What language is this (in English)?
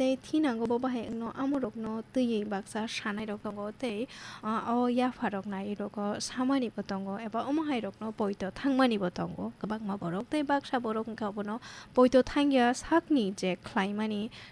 Kok Borok